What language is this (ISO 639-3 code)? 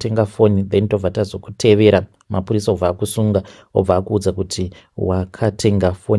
sna